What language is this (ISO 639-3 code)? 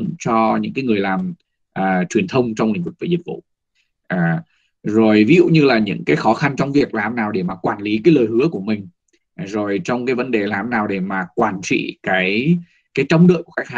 vie